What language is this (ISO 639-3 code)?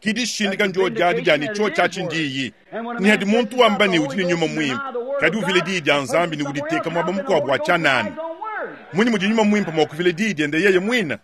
lua